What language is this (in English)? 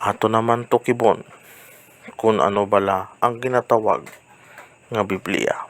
Hiligaynon